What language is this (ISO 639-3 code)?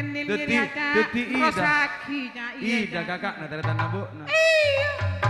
mad